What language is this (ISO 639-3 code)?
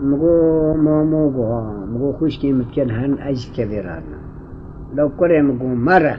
kur